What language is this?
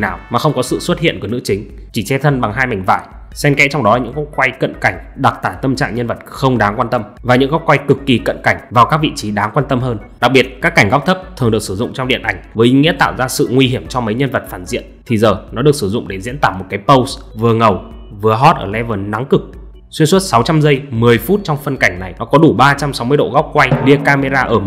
Vietnamese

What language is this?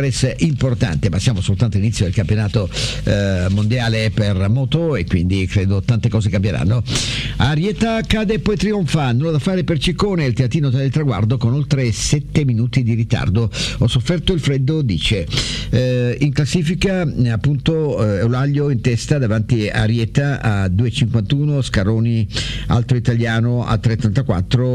Italian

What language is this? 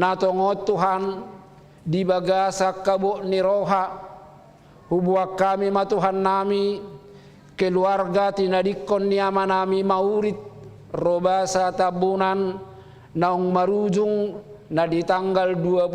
Batak Toba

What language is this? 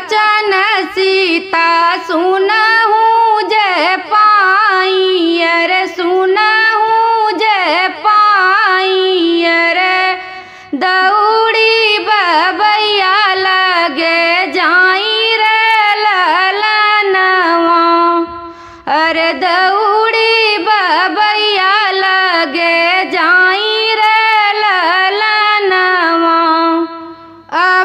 Bhojpuri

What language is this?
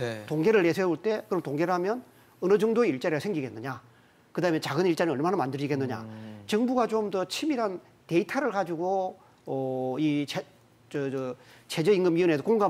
Korean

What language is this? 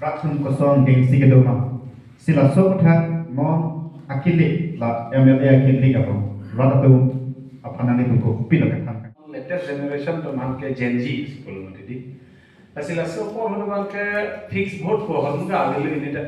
Karbi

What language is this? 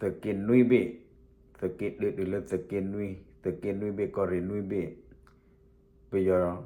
S'gaw Karen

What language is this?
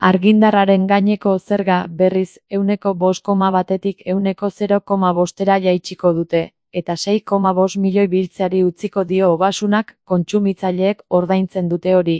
Basque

